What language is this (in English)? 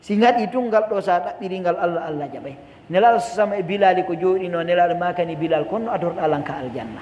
Pular